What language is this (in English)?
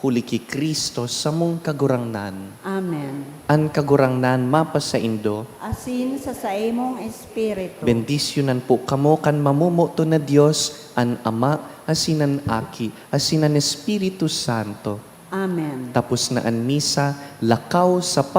Bikol